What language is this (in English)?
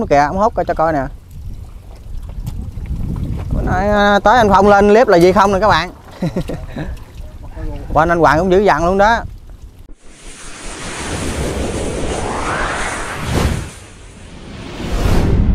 Vietnamese